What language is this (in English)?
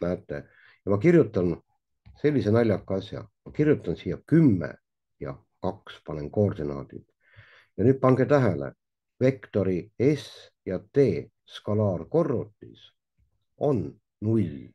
Estonian